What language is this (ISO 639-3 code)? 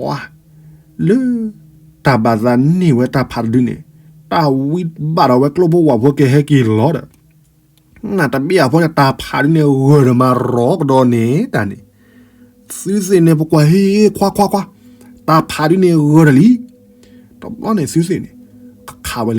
ksw